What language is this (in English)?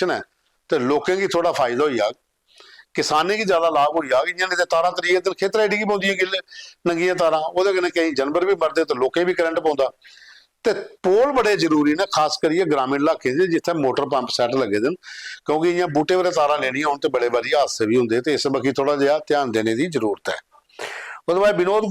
Dogri